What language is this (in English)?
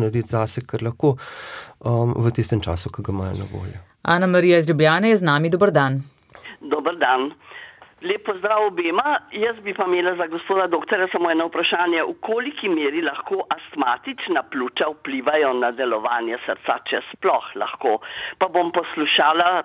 Slovenian